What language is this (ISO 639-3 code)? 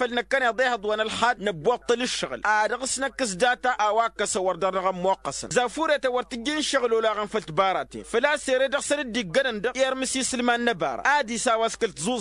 taq